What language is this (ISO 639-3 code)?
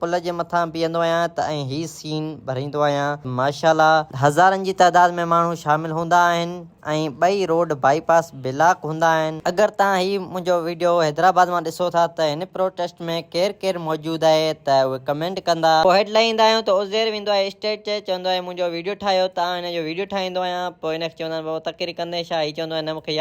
snd